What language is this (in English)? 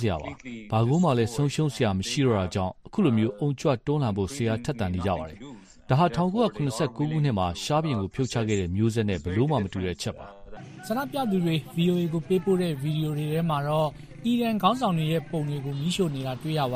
Burmese